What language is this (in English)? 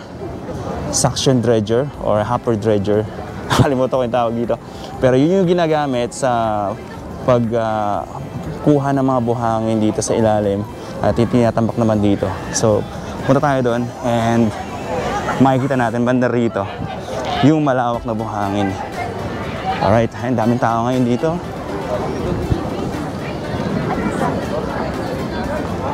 Filipino